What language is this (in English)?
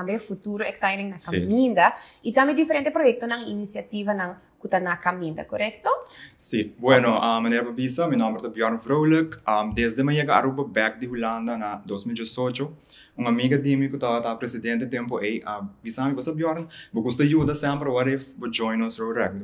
Papiamento